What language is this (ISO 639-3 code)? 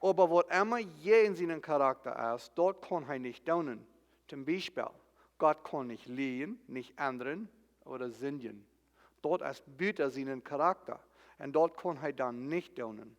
pdt